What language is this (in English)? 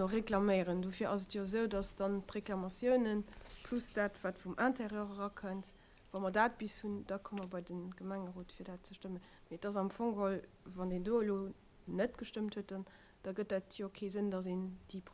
Luxembourgish